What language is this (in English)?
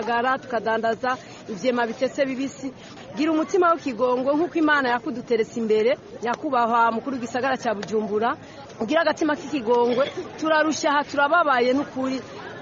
Rundi